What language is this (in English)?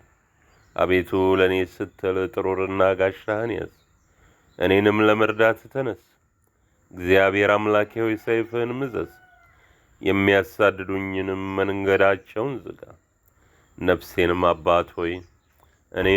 Amharic